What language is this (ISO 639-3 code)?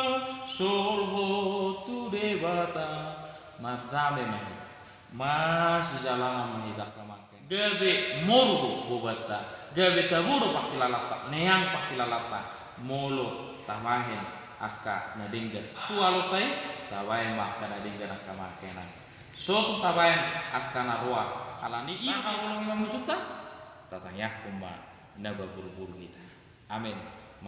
bbc